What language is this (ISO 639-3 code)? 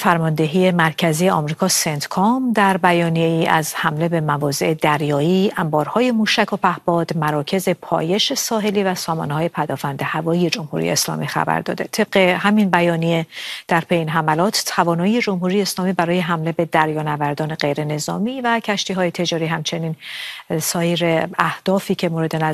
fas